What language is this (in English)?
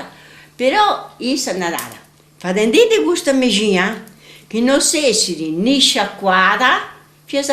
Sardinian